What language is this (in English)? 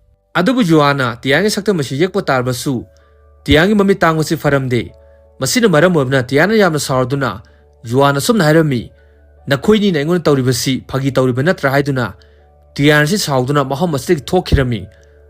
Manipuri